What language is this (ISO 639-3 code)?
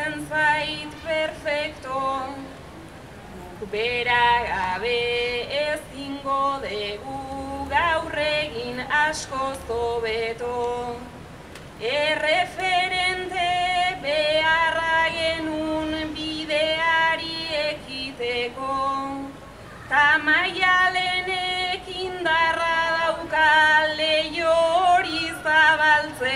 eus